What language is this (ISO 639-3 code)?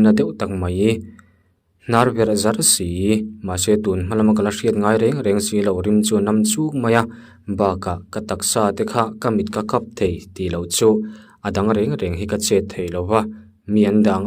lus